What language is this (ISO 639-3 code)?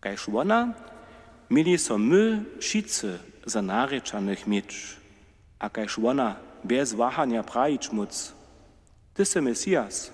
hsb